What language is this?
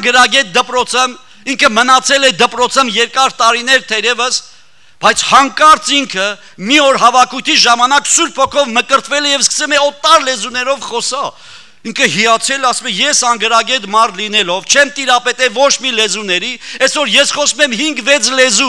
Armenian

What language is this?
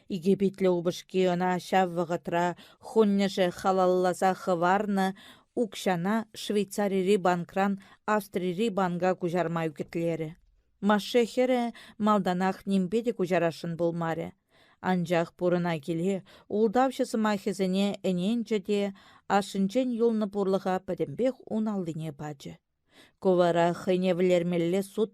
Chuvash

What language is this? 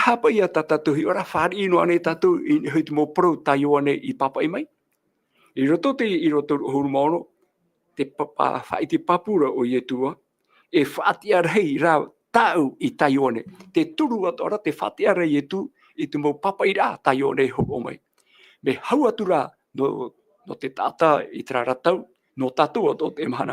Tahitian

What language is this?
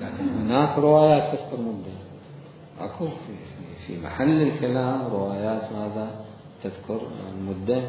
Mesopotamian Arabic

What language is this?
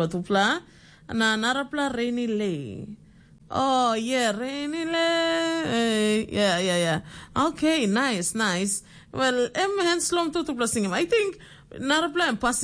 Tok Pisin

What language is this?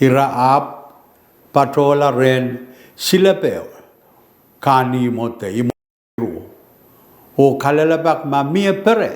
Pohnpeian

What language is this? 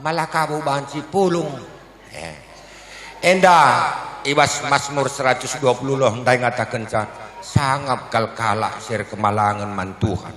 Batak Karo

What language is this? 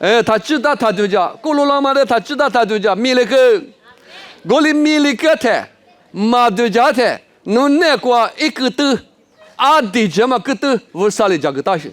Lisu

